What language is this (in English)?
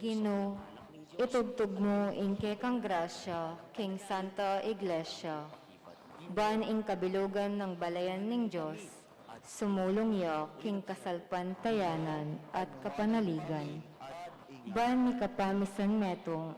Pampanga